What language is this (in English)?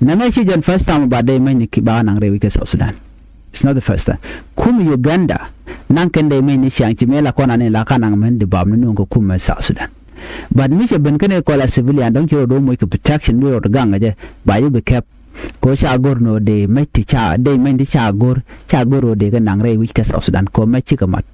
Nuer